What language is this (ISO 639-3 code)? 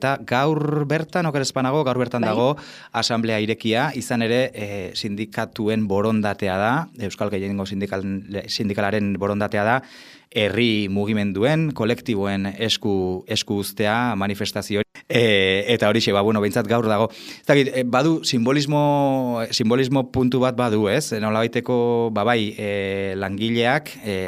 eus